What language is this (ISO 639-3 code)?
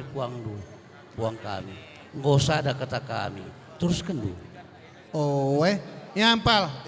btx